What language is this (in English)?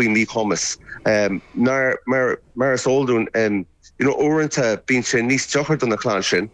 Irish